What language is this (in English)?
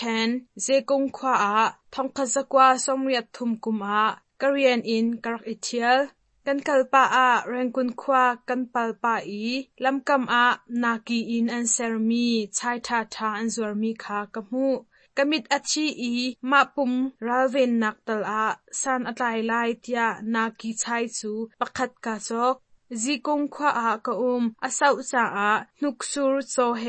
Hakha Chin